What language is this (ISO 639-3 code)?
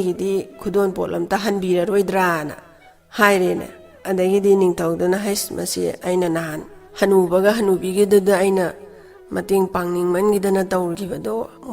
mni